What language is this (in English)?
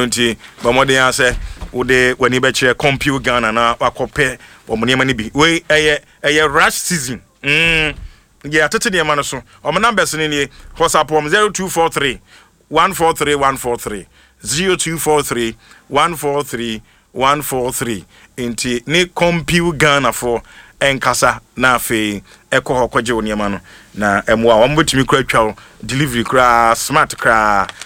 Akan